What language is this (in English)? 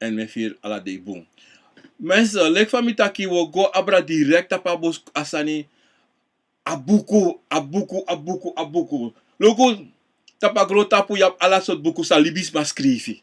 Sranan Tongo